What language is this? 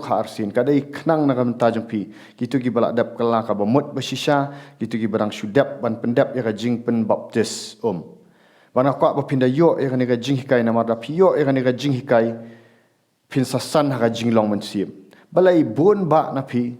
Khasi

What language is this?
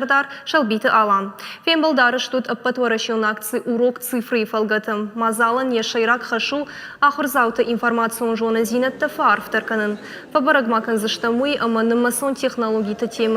Ossetic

